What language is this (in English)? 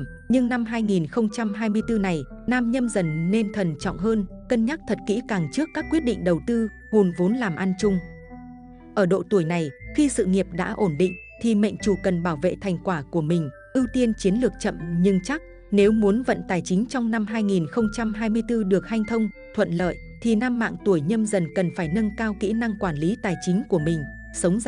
Vietnamese